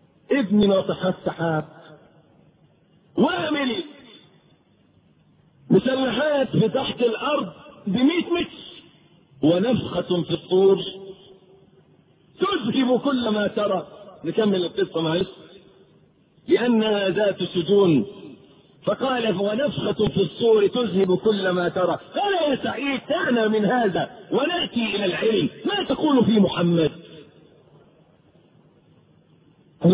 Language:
Arabic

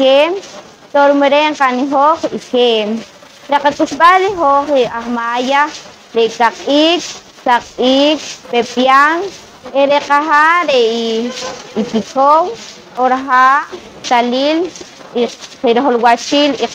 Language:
Poqomchi'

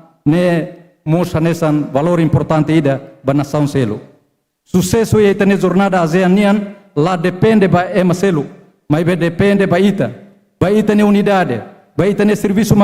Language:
Tetum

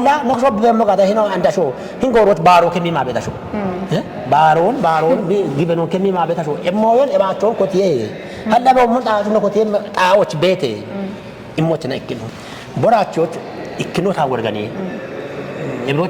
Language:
Kafa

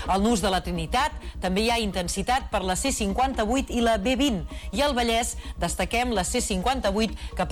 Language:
Catalan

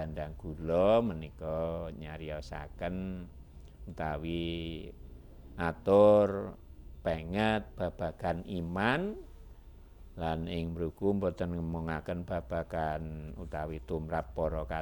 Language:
Javanese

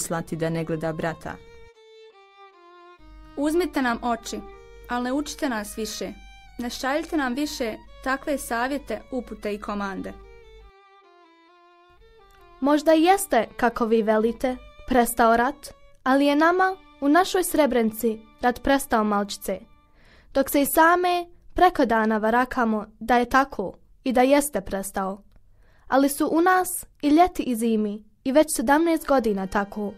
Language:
Bosnian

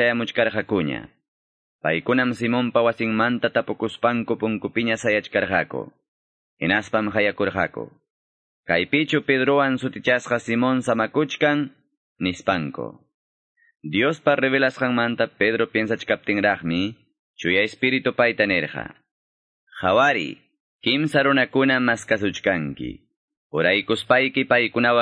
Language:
Quechua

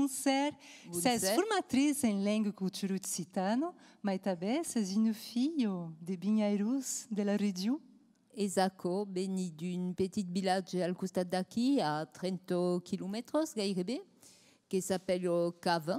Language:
Occitan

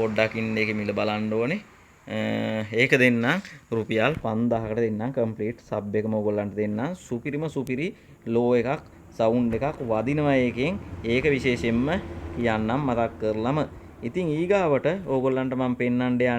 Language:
Sinhala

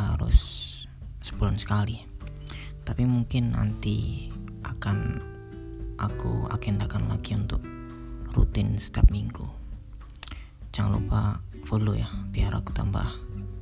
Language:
Indonesian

